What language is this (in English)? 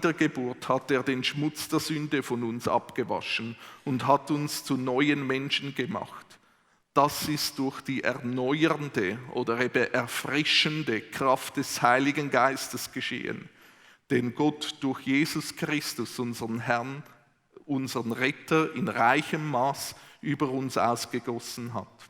Swiss German